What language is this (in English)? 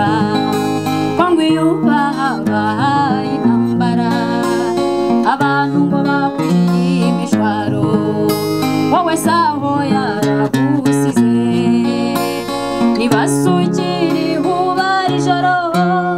Kinyarwanda